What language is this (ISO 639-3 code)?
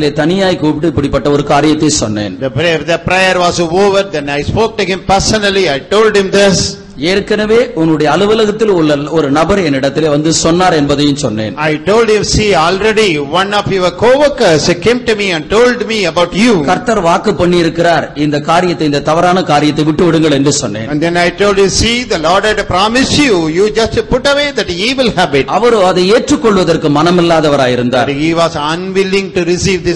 tam